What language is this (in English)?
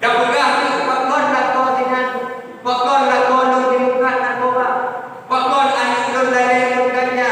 Achinese